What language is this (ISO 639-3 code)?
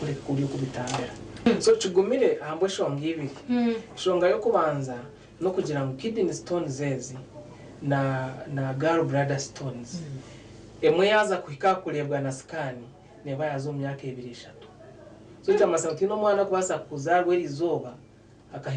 nyn